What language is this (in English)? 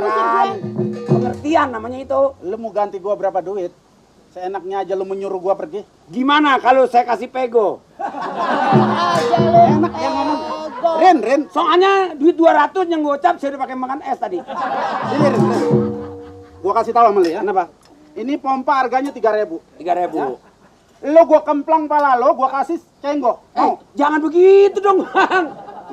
Betawi